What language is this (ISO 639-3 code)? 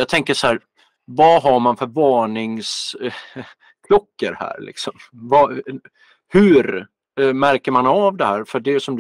swe